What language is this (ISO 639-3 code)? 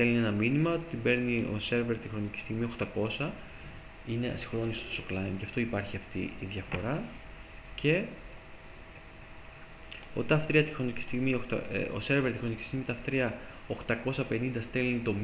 ell